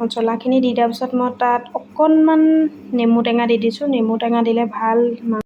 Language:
Assamese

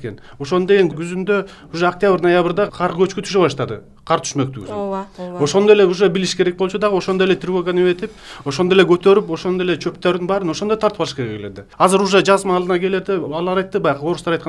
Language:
Kyrgyz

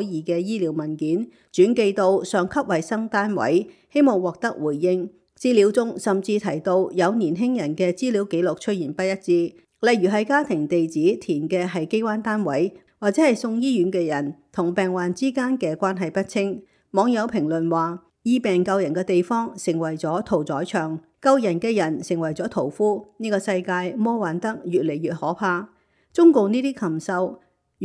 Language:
Cantonese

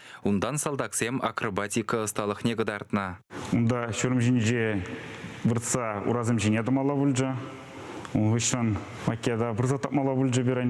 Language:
Chuvash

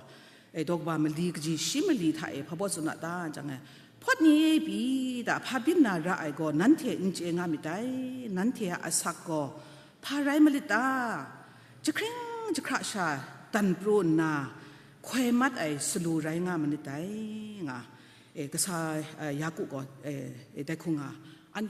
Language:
Kachin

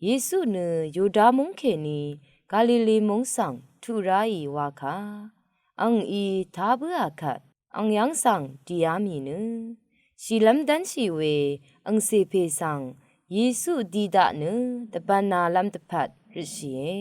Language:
Rawang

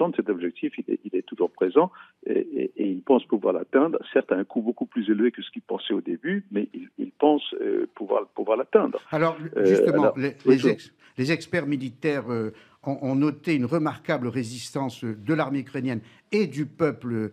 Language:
French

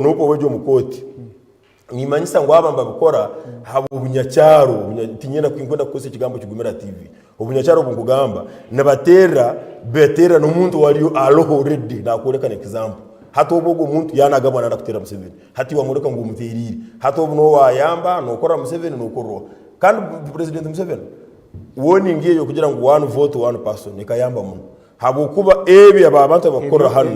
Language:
Nyankole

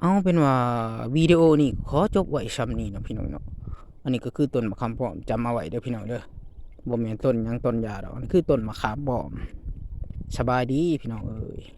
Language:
Lao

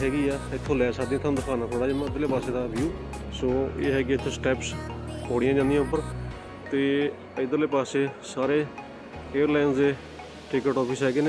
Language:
Punjabi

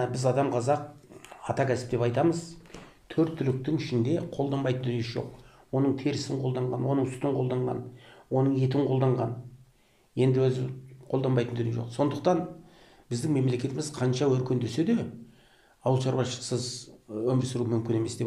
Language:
Kazakh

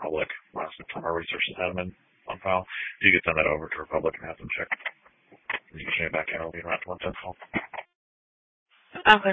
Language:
English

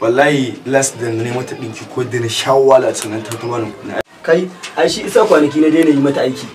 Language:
Hausa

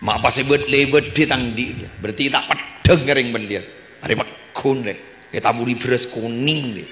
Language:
Madurese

